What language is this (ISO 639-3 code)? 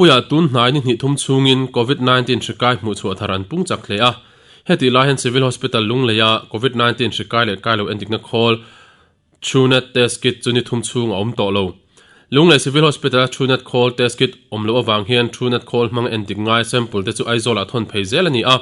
lus